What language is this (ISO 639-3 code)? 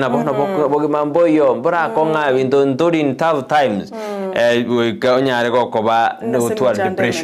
guz